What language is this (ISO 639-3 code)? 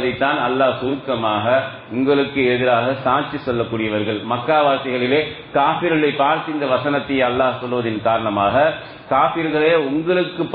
tam